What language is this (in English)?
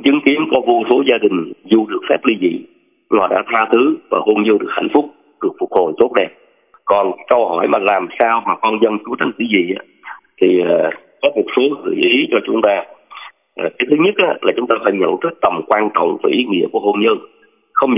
Vietnamese